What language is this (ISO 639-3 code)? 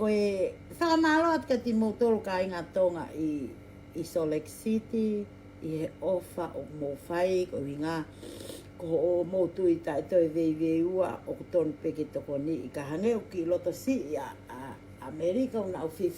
ton